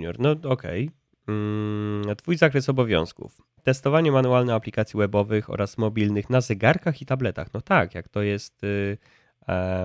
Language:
Polish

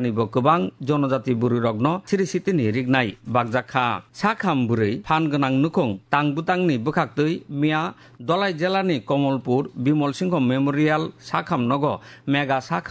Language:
Kok Borok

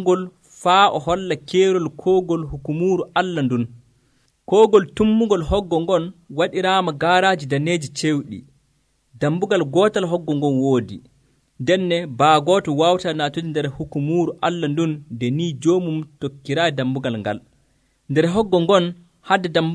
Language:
Nigerian Fulfulde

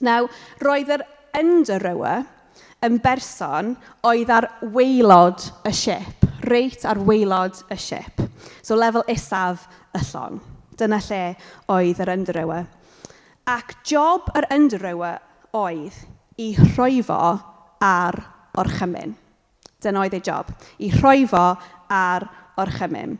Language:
Welsh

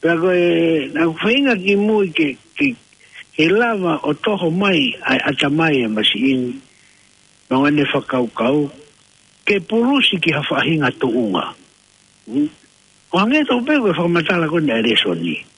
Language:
Tongan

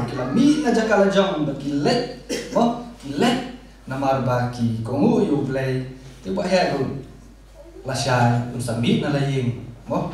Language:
Khasi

